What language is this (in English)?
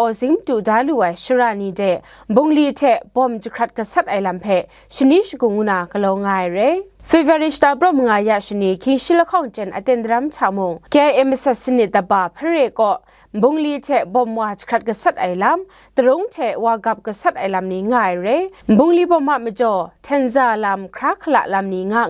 Kachin